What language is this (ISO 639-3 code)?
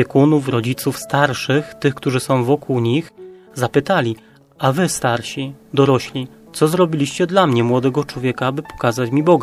pol